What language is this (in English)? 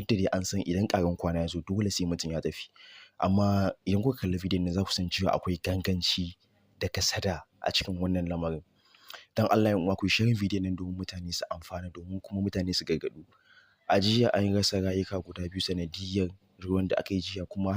Hausa